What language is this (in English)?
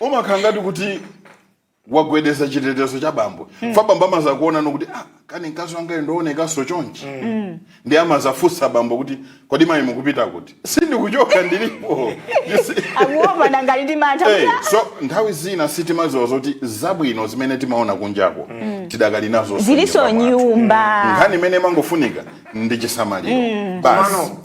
Nyanja